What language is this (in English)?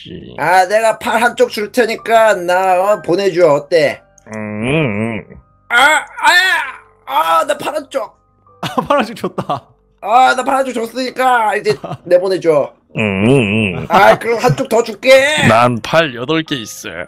Korean